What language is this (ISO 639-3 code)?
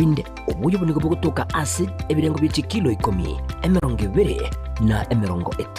guz